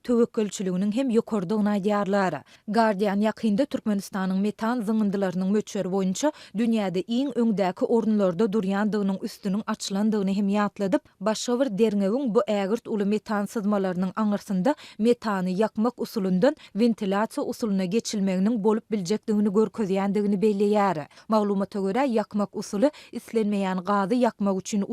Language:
Turkmen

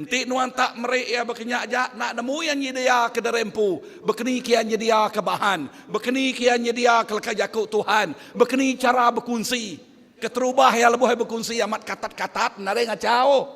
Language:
Iban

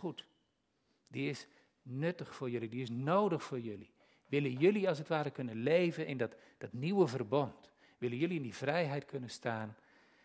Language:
Dutch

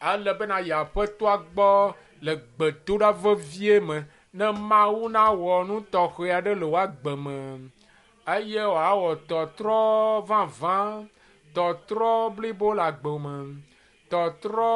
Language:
Ewe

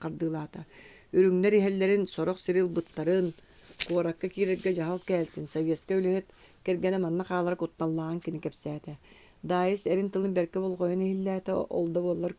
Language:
Yakut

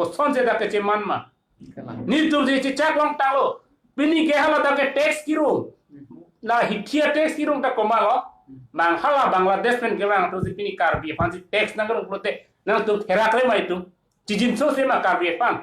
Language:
Karbi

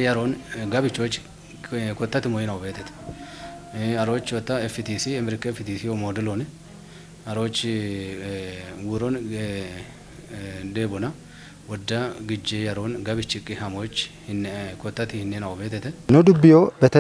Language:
Kafa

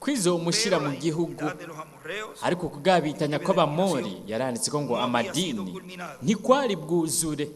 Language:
Rundi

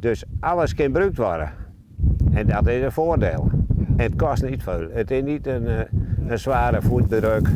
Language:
Western Frisian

